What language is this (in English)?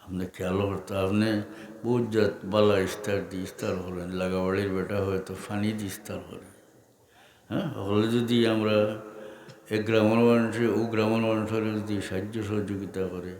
Sylheti